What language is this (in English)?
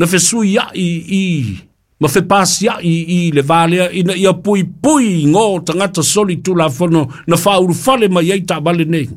Samoan